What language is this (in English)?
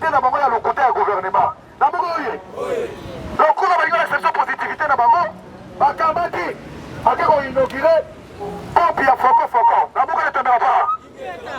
Lingala